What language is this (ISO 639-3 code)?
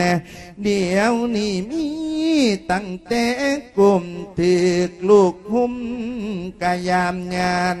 lao